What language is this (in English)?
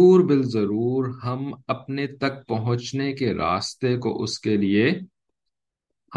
Urdu